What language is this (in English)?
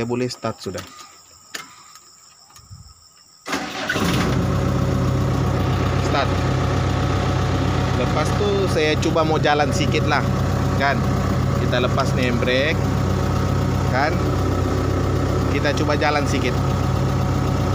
Malay